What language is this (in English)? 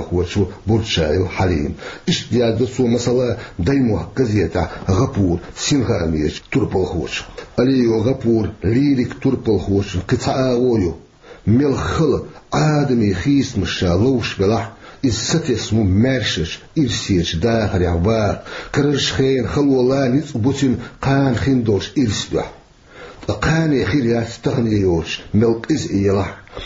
Chechen